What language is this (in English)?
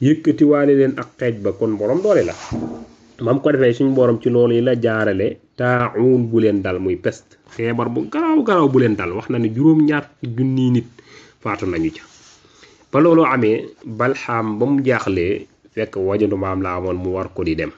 Wolof